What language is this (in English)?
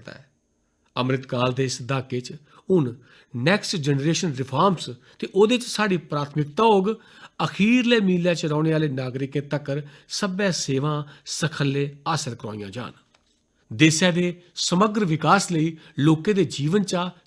Dogri